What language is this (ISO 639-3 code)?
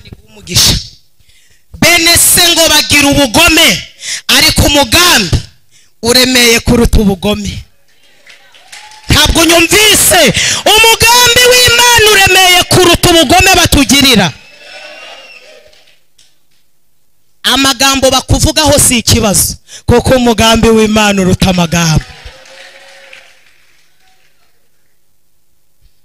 kin